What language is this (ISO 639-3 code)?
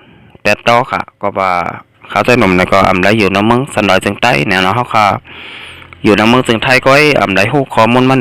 shn